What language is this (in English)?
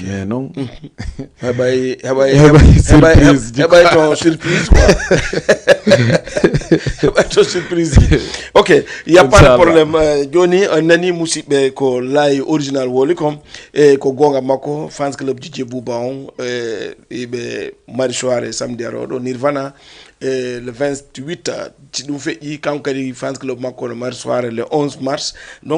Fula